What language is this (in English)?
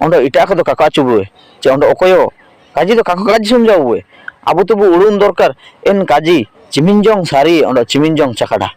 Ho